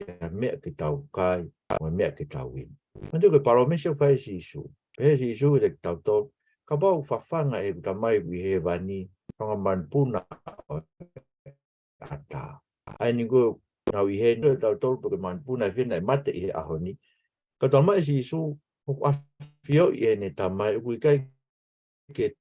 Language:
Tongan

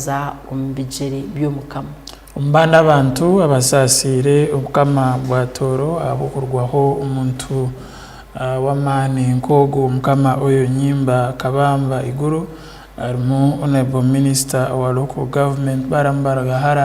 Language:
Tooro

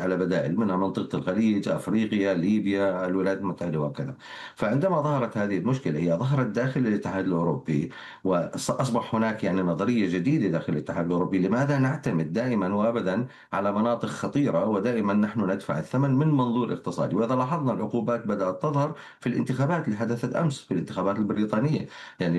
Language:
Arabic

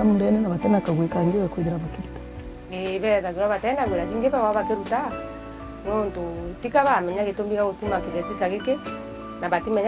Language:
Meru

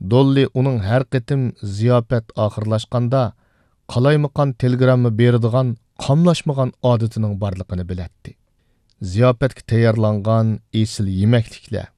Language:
Uyghur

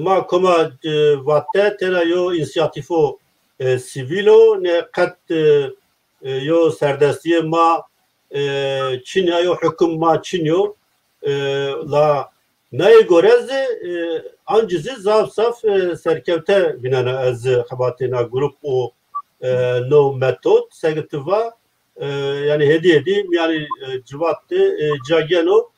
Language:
Zaza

